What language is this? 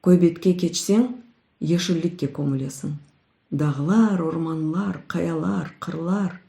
Crimean Tatar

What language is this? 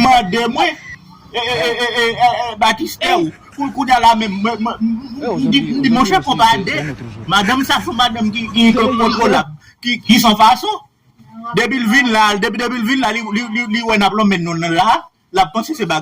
Haitian Creole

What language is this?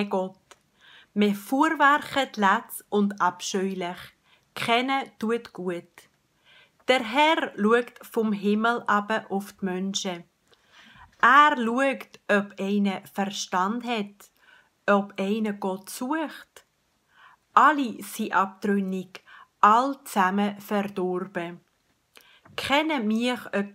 Swiss German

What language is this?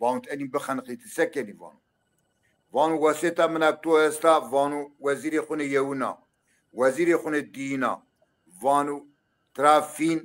Zaza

